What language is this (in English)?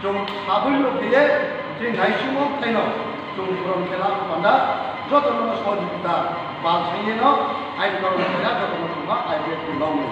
Riang (India)